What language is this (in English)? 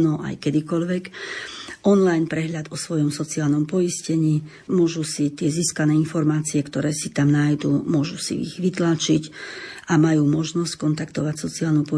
Slovak